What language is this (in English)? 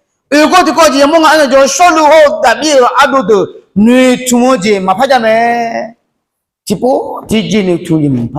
Akha